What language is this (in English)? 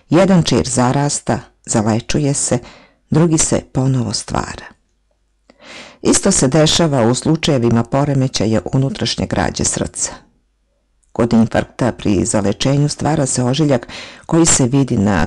Serbian